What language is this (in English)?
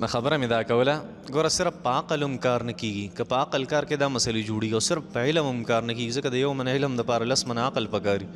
Pashto